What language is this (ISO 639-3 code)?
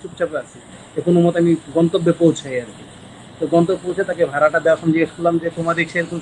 ben